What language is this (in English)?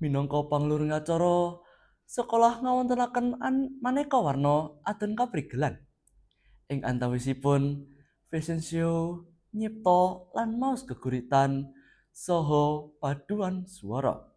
Javanese